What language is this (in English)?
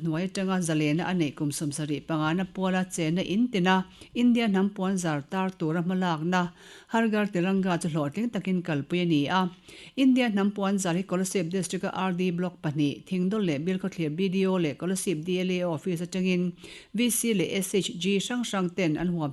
Mizo